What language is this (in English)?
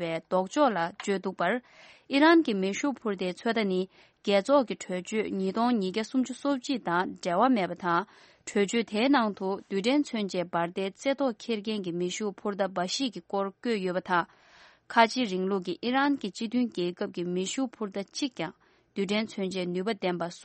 Tibetan